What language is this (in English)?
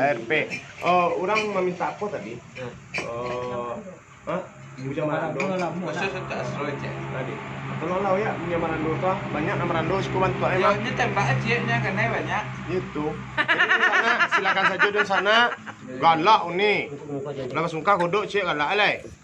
Minangkabau